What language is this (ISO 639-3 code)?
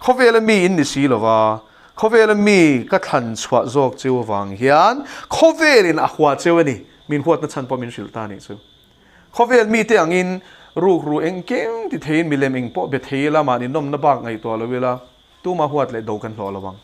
lus